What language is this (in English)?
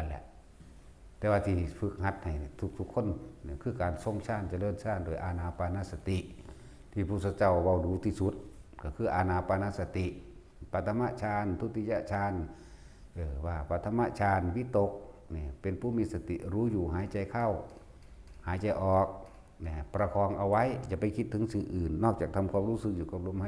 Northeastern Thai